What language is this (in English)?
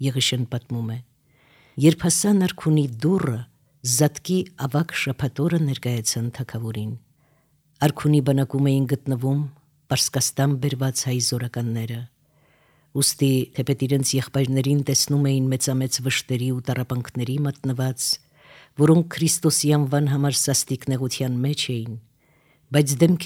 Armenian